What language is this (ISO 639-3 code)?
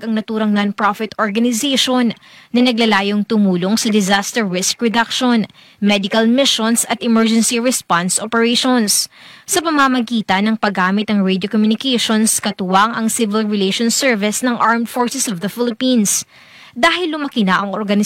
fil